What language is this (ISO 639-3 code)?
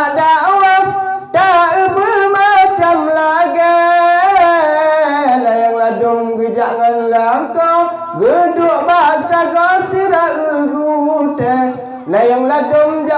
ace